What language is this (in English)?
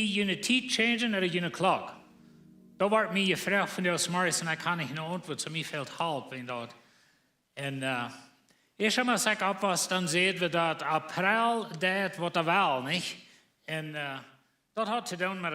Plautdietsch